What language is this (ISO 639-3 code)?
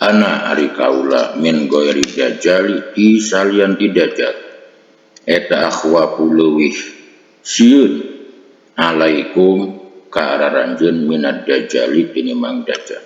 sun